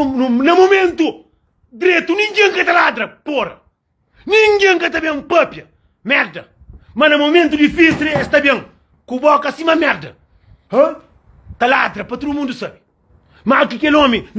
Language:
Kabuverdianu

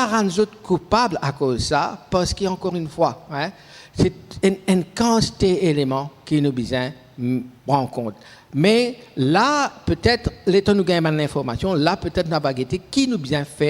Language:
Morisyen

